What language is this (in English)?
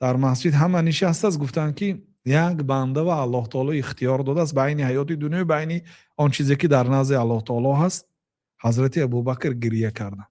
Tajik